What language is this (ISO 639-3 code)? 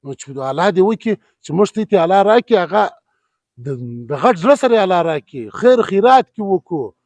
pus